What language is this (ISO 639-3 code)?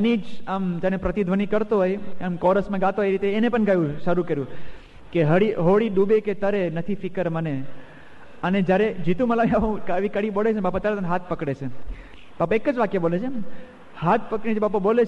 guj